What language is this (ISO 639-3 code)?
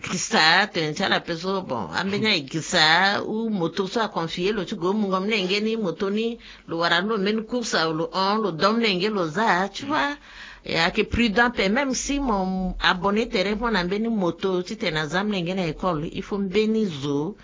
sag